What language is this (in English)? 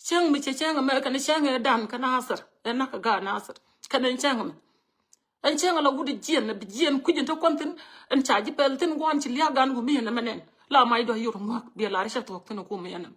Nuer